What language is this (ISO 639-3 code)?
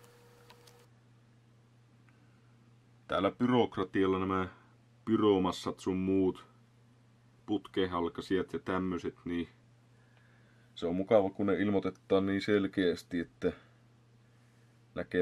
fin